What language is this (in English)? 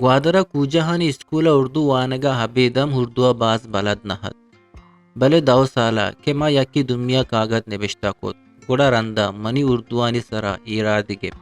Eastern Balochi